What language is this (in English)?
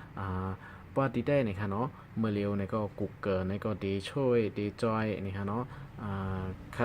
Shan